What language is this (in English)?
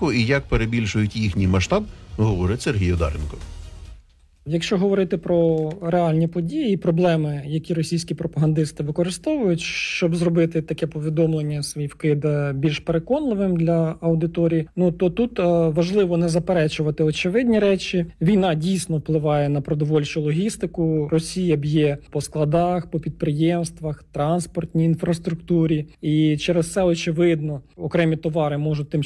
Ukrainian